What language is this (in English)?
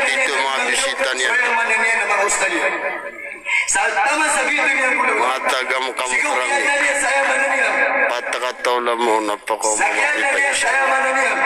Maranao